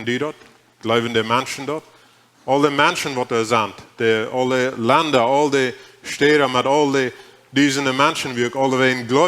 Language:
Plautdietsch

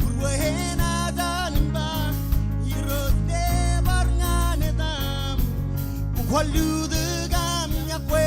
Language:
Marshallese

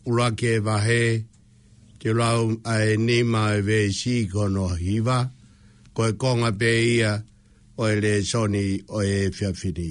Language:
Tongan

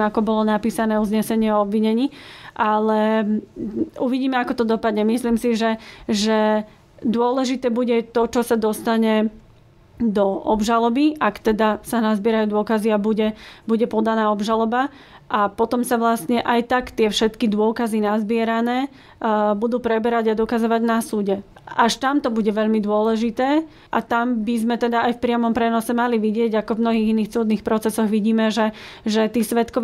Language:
Slovak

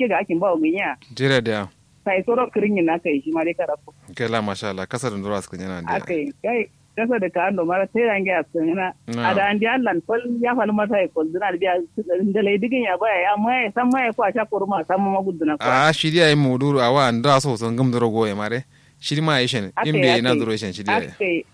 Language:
Kanuri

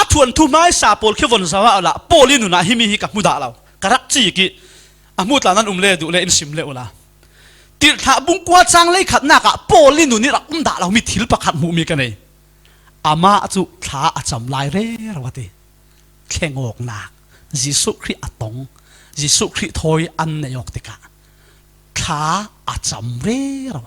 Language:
Falam Chin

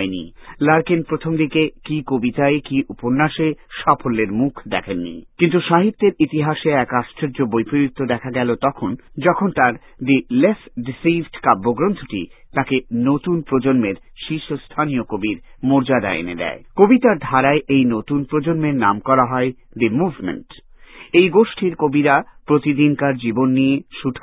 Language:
Bangla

